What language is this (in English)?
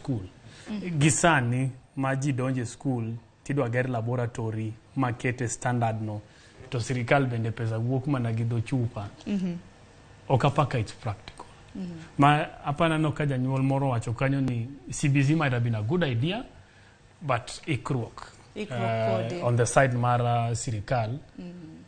Luo (Kenya and Tanzania)